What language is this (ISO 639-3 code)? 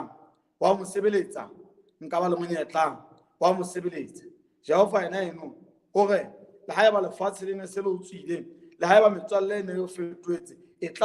sot